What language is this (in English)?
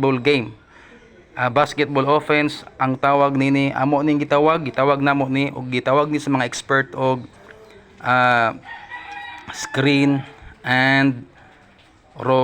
Cebuano